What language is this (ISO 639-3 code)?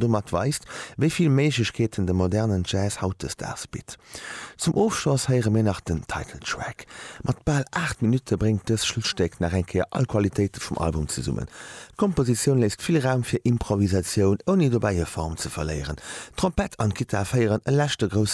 ltz